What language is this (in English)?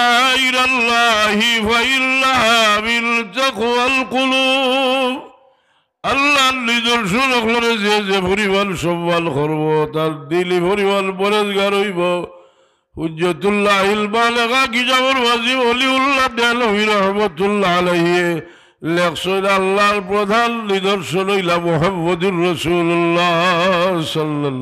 Sylheti